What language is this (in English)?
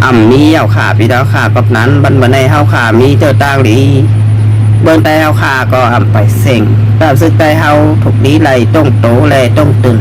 Shan